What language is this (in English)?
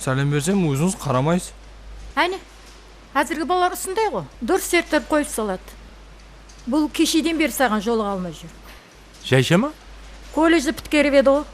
Kara-Kalpak